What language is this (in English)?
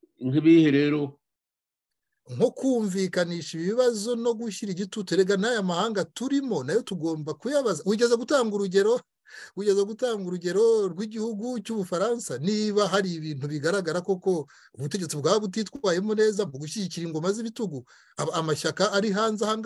Kinyarwanda